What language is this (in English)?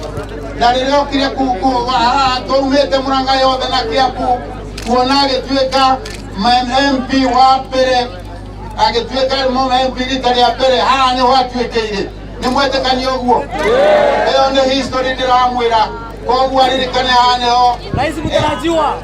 Kikuyu